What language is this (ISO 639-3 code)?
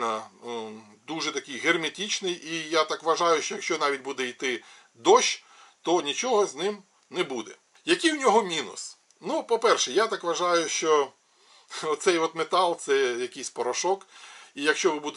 ukr